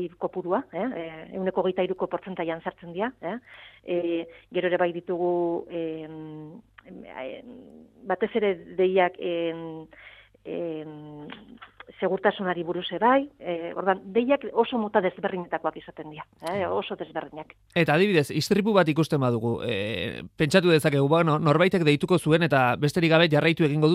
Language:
Basque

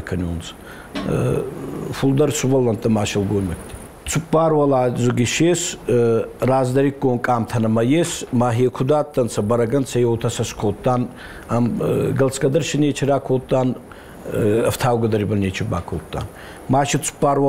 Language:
Ossetic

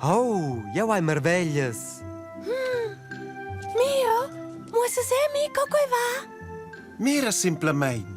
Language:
Romansh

